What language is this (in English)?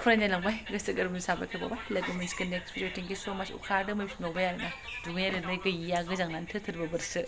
Bodo